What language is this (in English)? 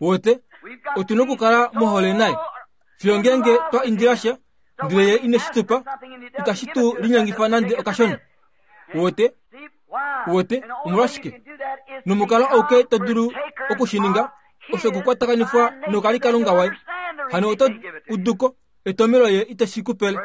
Kuanyama